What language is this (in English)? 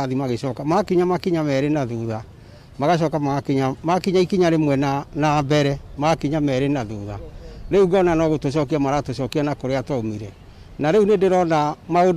Kikuyu